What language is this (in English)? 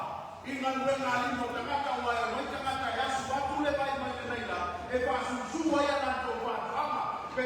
Samoan